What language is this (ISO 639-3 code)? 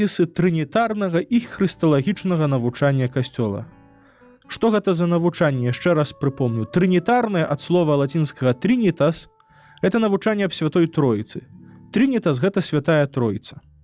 bel